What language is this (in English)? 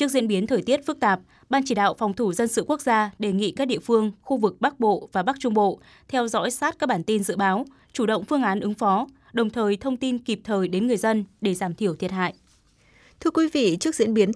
Vietnamese